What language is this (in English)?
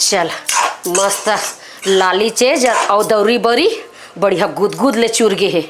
Chhattisgarhi